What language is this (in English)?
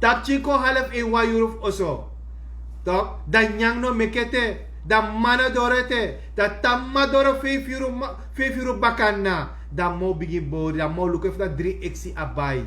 Sranan Tongo